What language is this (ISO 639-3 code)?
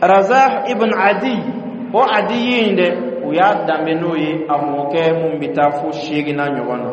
bam